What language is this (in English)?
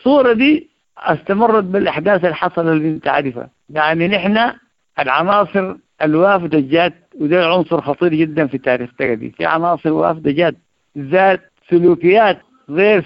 Sudanese Arabic